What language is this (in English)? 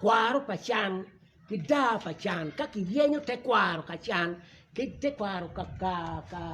Acoli